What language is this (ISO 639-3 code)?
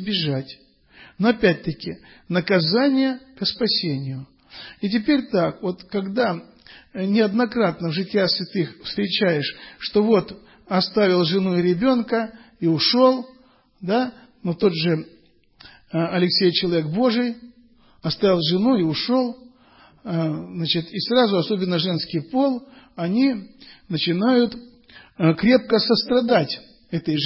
rus